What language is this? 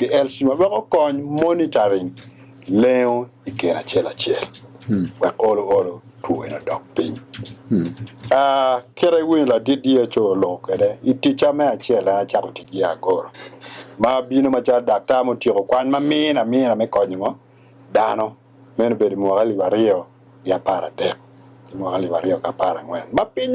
Acoli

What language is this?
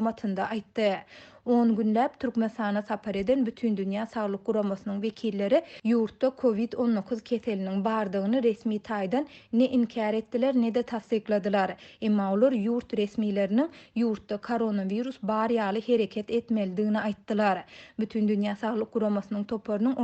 Turkmen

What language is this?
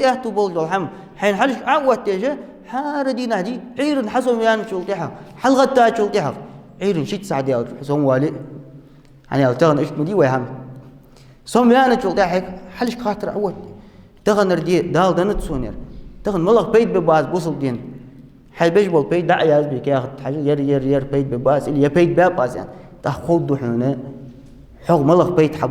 Ingush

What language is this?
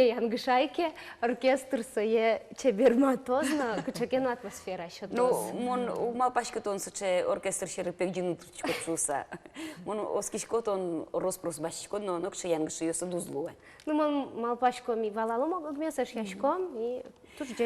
Udmurt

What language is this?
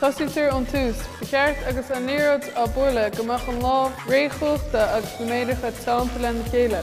Irish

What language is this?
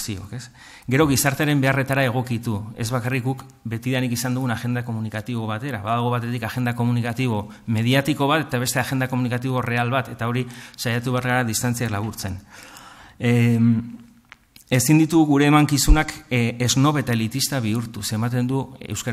Basque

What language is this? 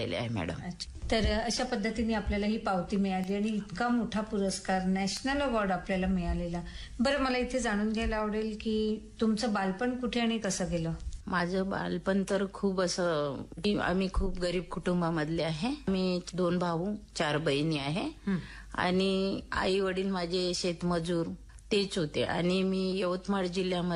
Marathi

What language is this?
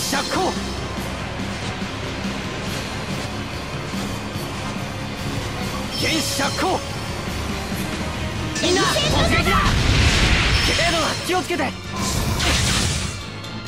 Japanese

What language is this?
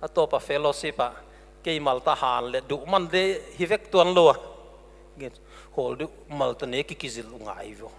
Paite Chin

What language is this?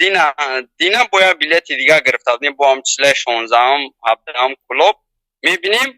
Tajik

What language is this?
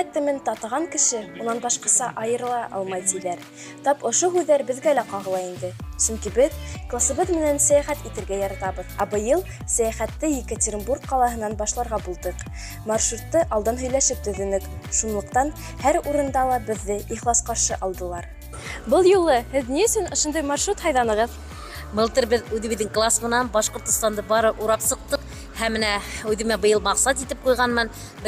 Bashkir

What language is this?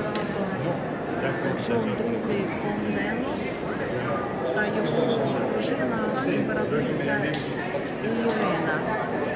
Ukrainian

